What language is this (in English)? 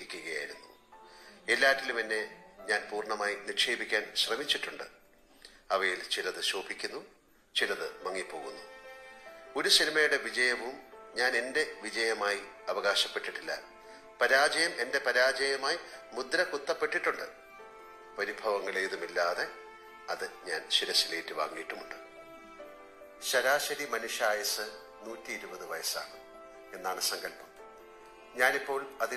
Malayalam